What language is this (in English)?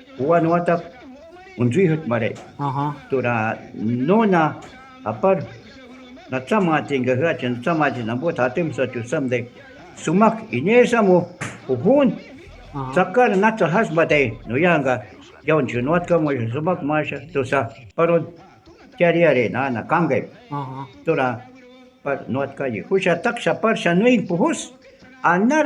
Shuar